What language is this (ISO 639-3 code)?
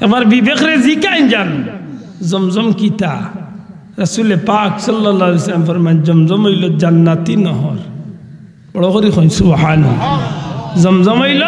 syl